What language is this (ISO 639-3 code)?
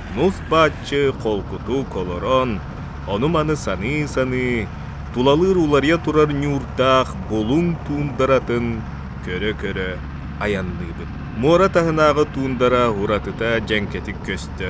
sah